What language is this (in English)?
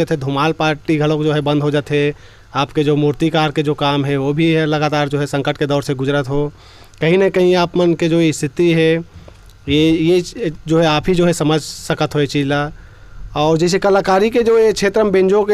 Chhattisgarhi